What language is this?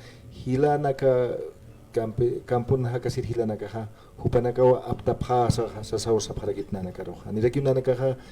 Aymara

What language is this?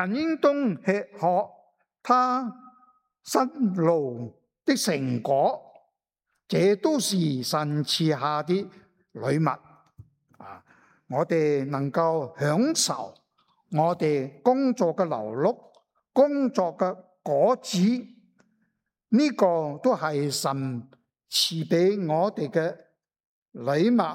Cantonese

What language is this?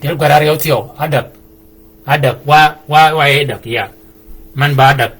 Shilluk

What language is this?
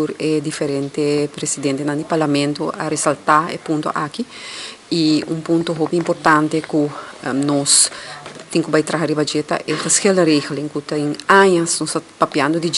Papiamento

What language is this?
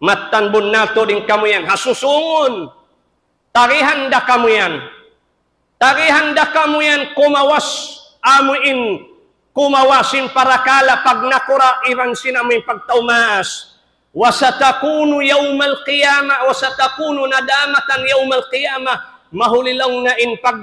Tausug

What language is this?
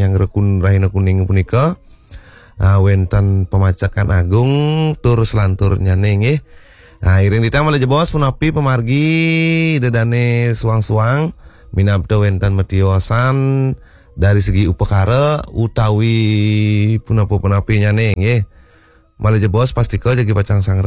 Balinese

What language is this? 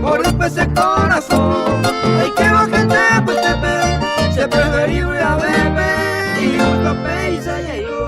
Guarani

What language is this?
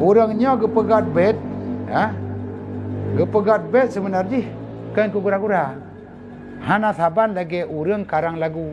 Achinese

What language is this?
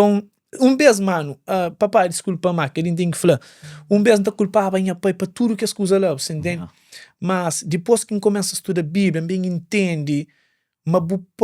Kabuverdianu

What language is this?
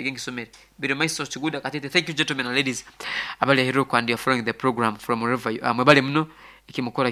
Nyoro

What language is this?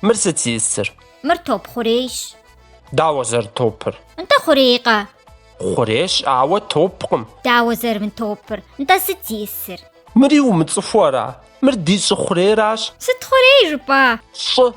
Kabardian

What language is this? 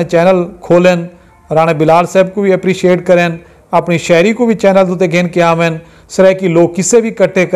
Saraiki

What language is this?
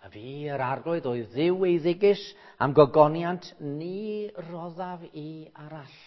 Welsh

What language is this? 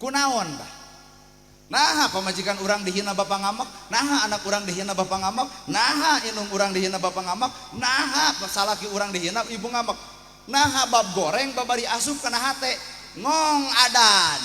Sundanese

